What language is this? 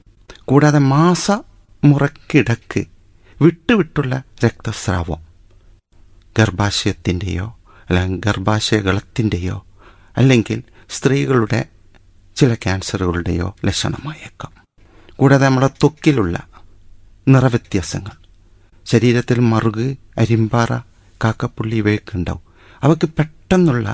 Malayalam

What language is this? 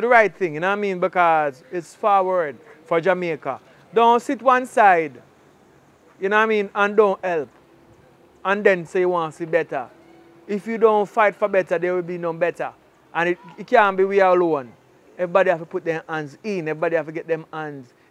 Jamaican Creole English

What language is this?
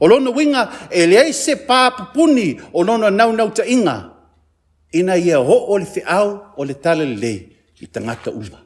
Samoan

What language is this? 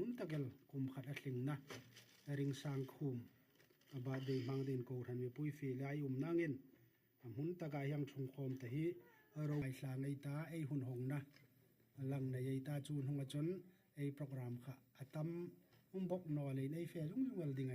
Hmar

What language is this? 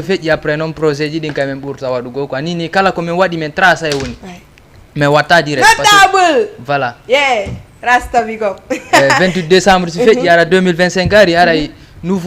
Fula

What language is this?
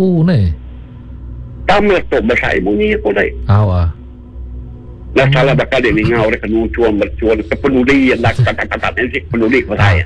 Malay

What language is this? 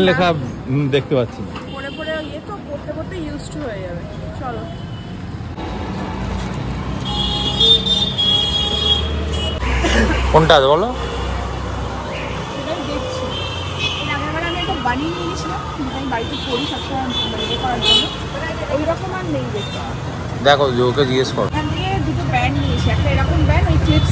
Bangla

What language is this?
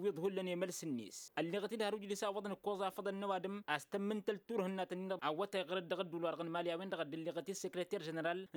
Tamasheq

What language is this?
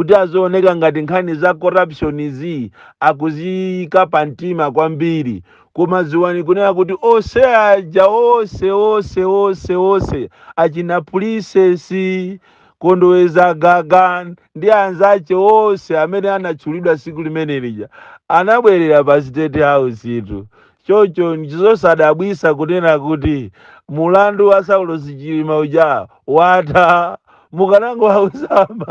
Nyanja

